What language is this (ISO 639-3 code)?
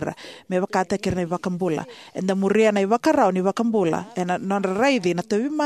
fij